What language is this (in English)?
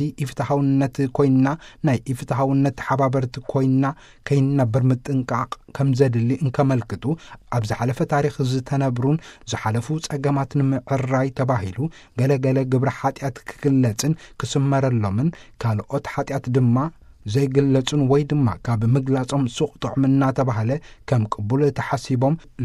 Tigrinya